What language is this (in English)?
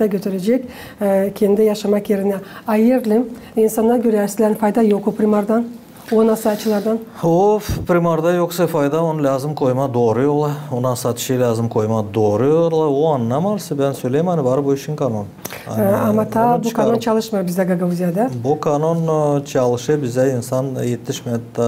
Gagauz